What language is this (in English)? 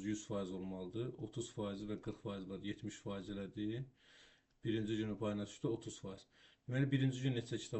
Azerbaijani